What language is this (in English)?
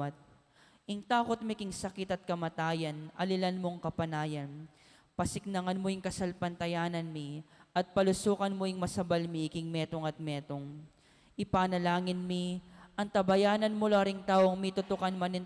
Pampanga